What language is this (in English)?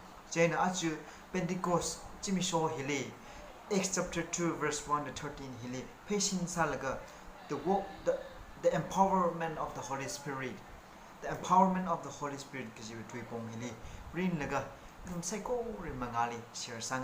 Tangkhul Naga (India)